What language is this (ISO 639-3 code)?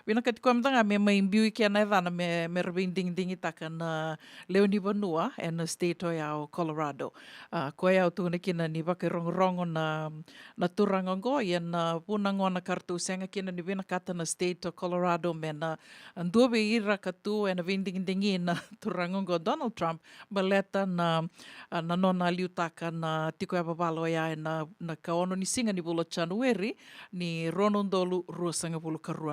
fij